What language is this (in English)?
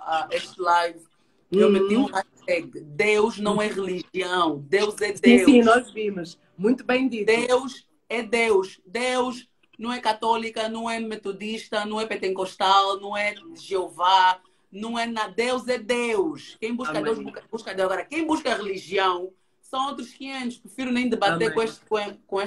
Portuguese